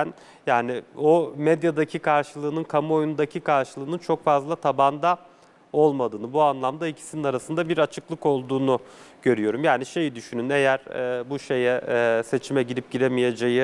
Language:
Turkish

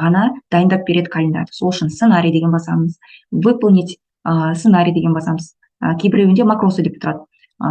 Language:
Kazakh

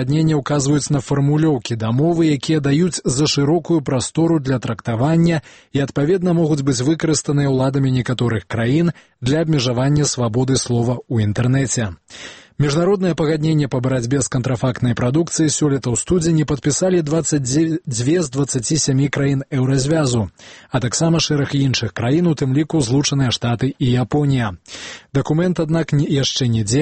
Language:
Belarusian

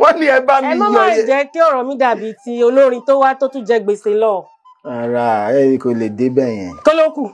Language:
Yoruba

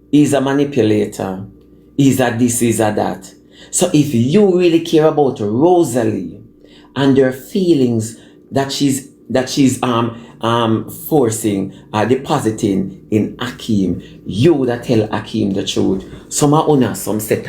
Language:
Jamaican Creole English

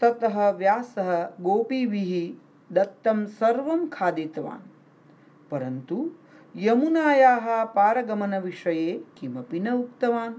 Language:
Sanskrit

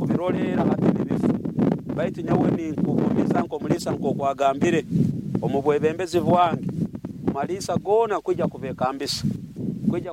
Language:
Nyoro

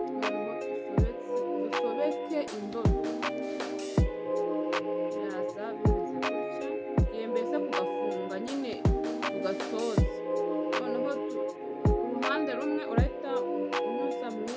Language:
Kinyarwanda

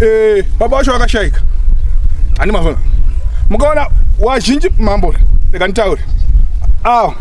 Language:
Shona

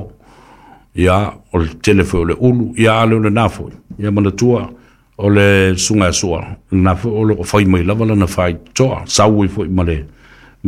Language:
Samoan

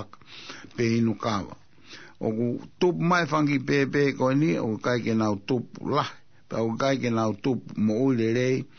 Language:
Tongan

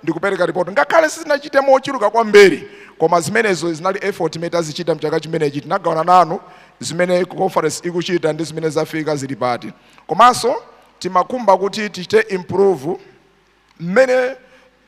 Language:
Nyanja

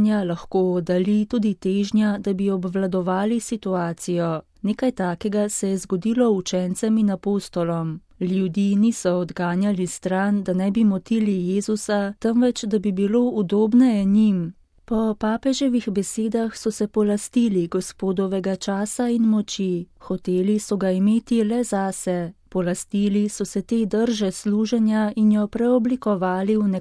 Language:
Slovenian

